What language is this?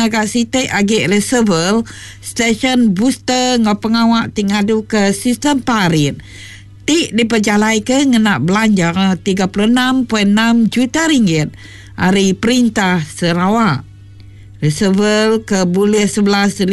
Iban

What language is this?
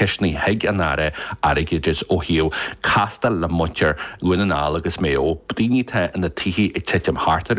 Irish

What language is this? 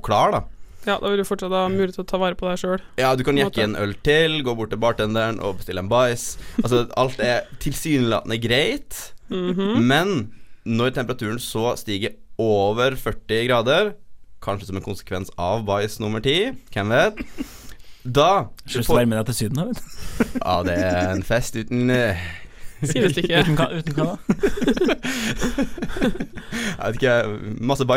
Norwegian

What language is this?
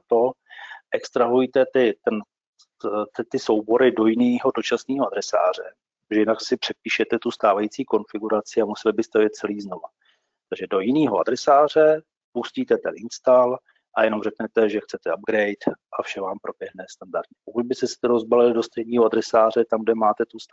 Czech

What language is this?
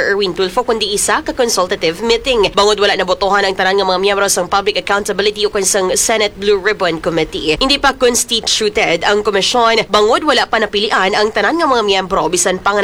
Hiligaynon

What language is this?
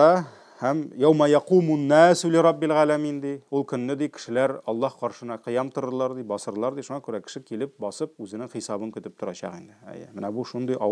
Tatar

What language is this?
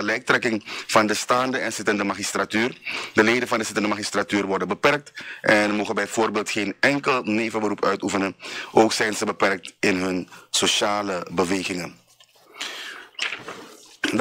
Dutch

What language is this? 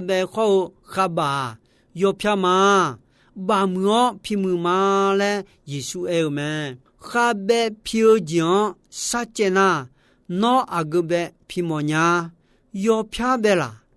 Akha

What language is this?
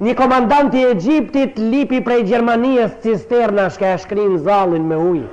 Albanian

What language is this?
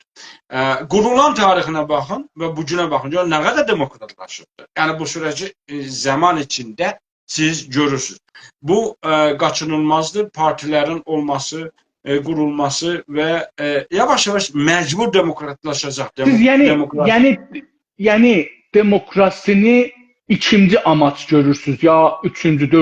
South Azerbaijani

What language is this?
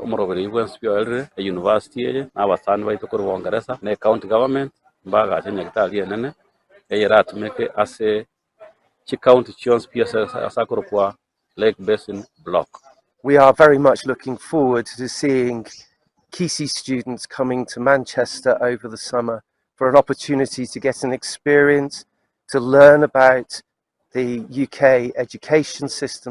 Gusii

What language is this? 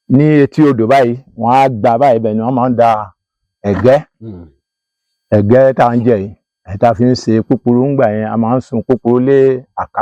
Yoruba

